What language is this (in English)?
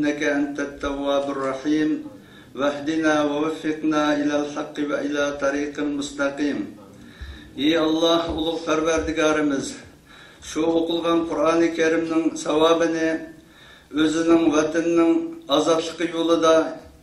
Uyghur